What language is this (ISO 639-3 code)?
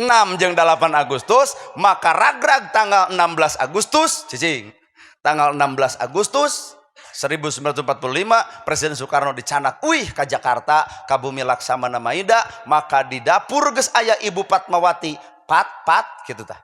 sun